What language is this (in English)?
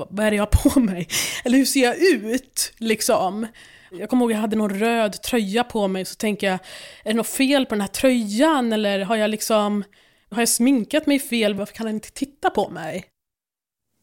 Swedish